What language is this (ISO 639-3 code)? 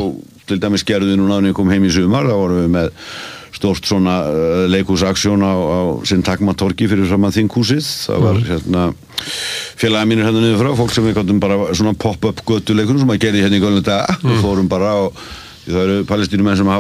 isl